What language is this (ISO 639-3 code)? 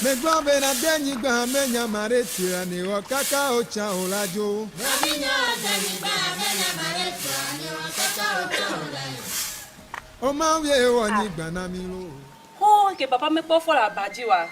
ewe